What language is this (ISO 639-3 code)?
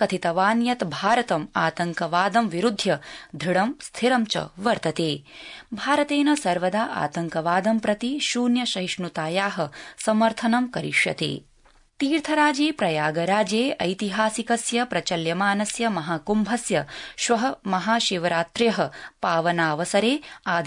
san